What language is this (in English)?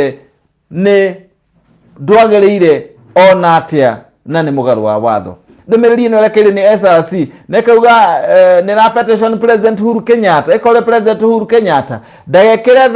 Kikuyu